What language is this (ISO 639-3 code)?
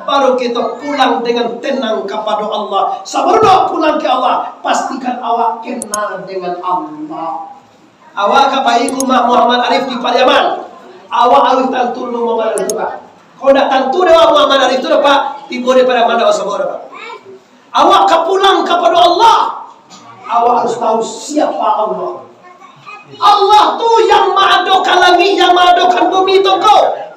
min